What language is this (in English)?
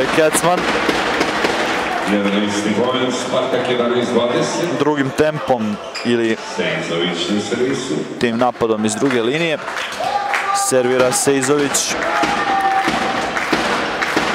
Serbian